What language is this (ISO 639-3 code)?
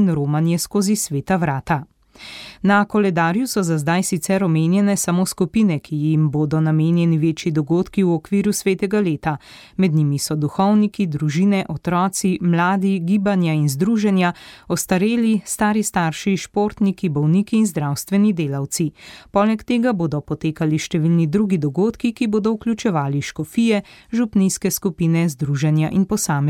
slv